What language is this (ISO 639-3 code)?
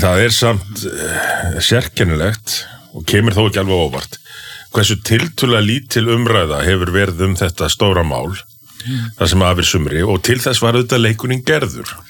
isl